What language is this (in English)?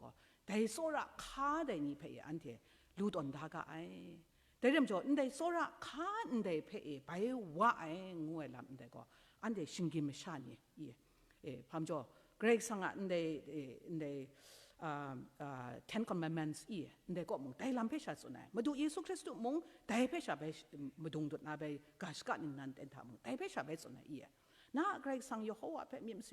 Kachin